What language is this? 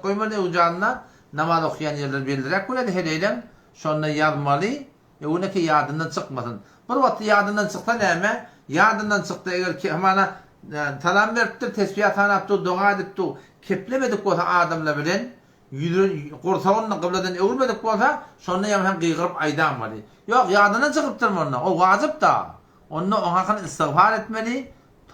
Turkmen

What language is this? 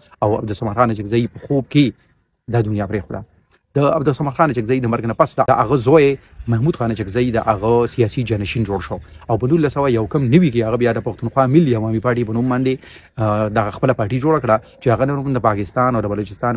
Pashto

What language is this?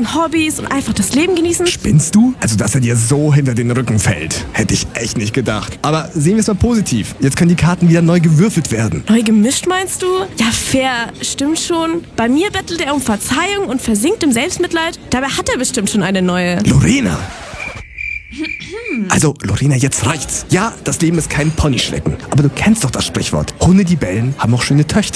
German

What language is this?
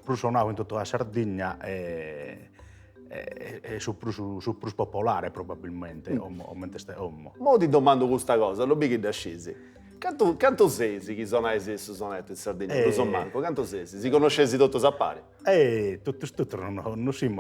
Sardinian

